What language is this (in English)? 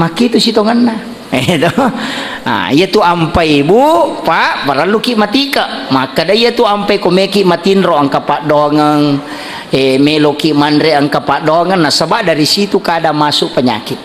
Buginese